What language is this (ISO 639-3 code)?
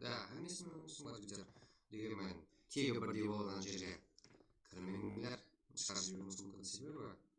kaa